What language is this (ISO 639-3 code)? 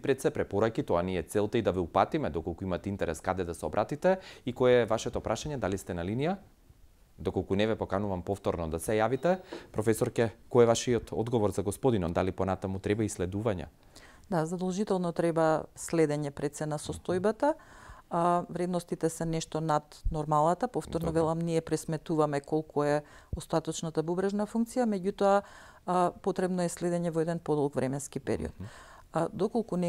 mkd